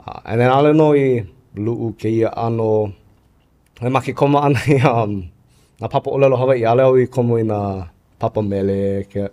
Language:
Hawaiian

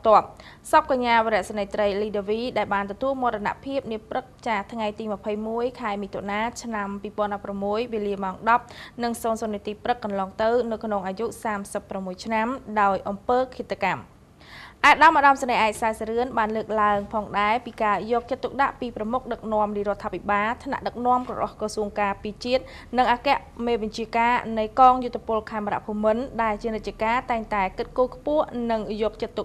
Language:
Khmer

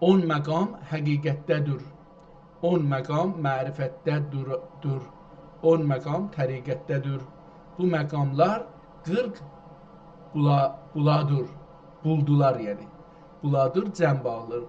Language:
South Azerbaijani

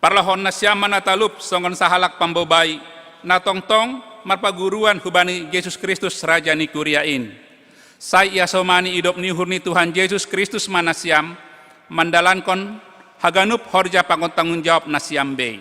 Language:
Batak Simalungun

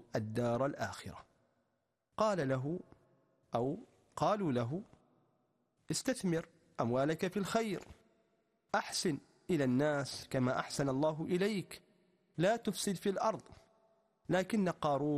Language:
Arabic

